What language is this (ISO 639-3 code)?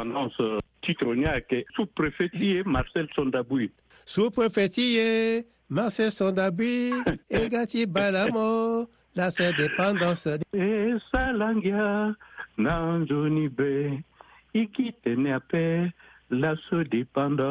sag